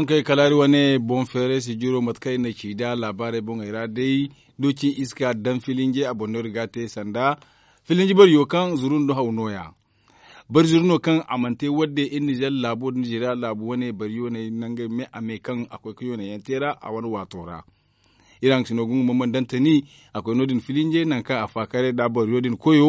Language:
Zarma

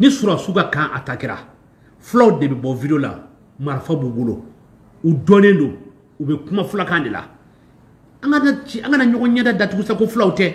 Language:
Bambara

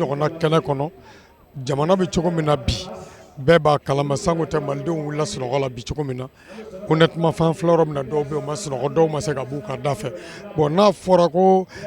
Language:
Bambara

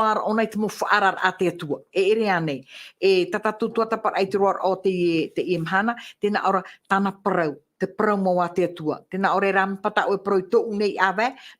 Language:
Tahitian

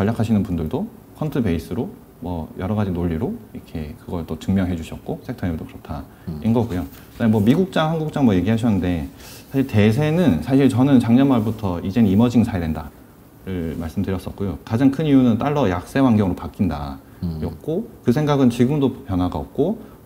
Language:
Korean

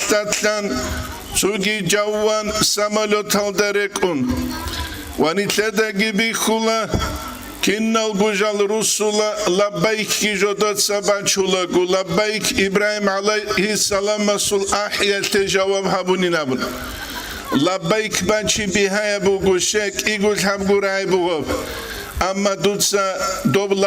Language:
Avaric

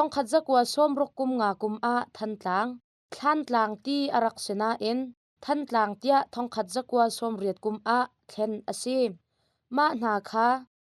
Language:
Hakha Chin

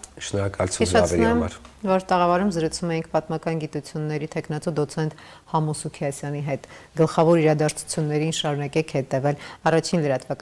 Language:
Armenian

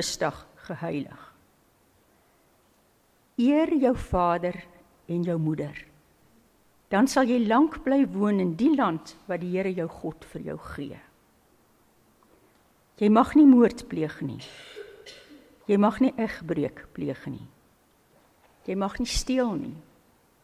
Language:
Afrikaans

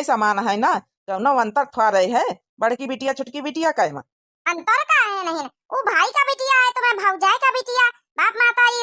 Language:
Awadhi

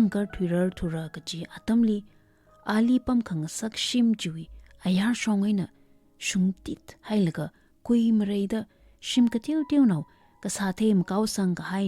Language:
Tangkhul Naga (India)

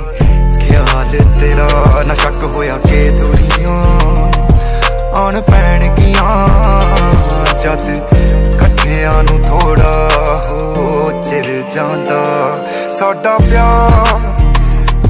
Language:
Punjabi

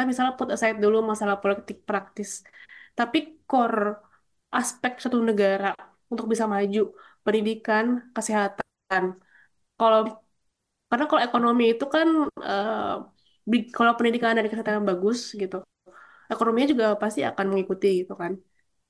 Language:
Indonesian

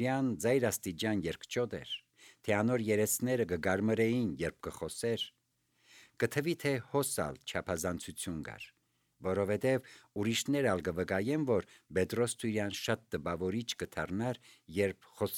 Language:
Armenian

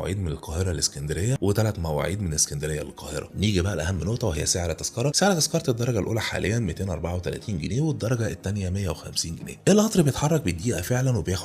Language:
Egyptian Arabic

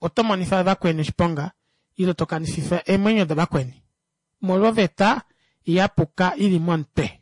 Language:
Kuanyama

